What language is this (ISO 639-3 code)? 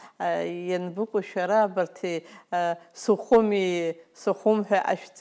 abk